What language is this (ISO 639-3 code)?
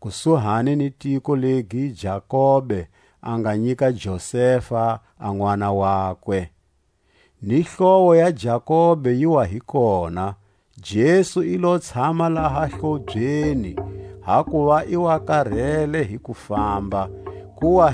tsc